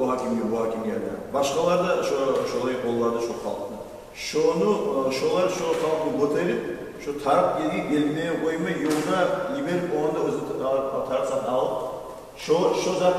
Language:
Kumyk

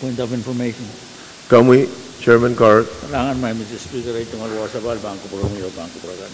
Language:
Pohnpeian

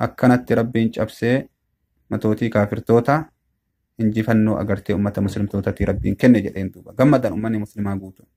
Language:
Oromo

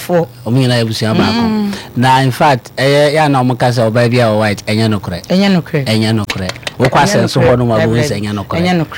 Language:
Akan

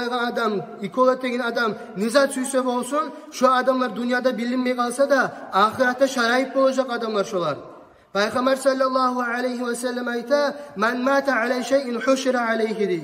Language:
Kumyk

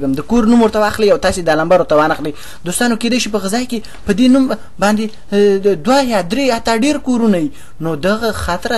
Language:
Pashto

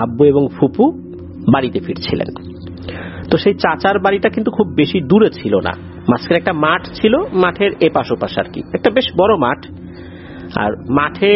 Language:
Bangla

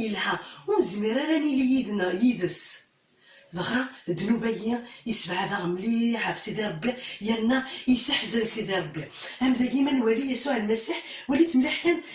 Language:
Kabyle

